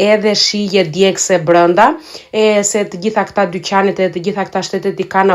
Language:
Albanian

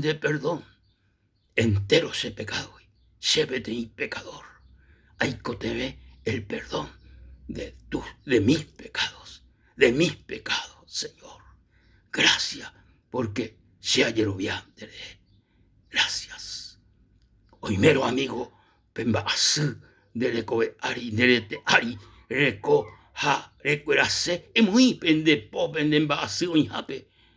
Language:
Guarani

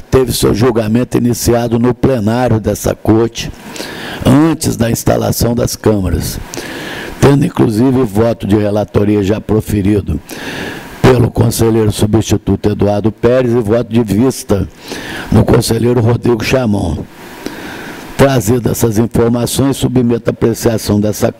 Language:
Portuguese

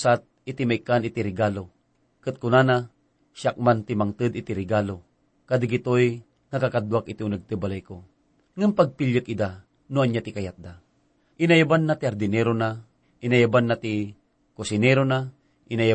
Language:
Iloko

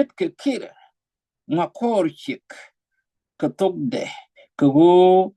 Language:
Nuer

